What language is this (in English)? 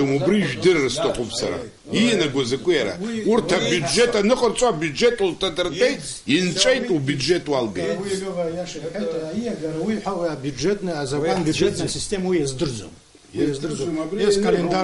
Abkhazian